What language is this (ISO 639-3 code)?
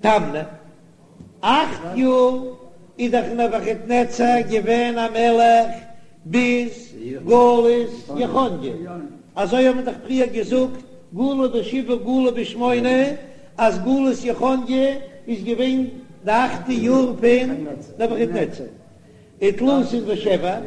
yid